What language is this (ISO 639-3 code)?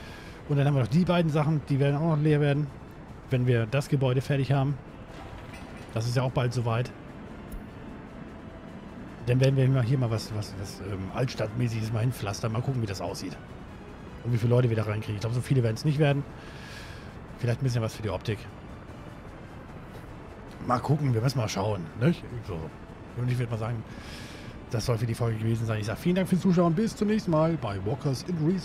deu